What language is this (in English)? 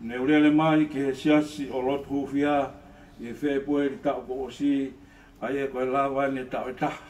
Tongan